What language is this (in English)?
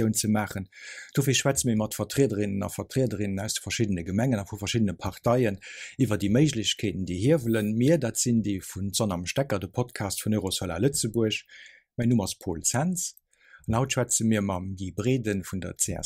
Luxembourgish